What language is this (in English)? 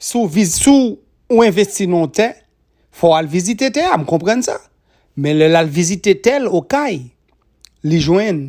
Haitian Creole